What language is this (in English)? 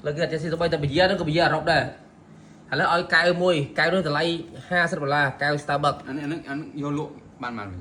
Khmer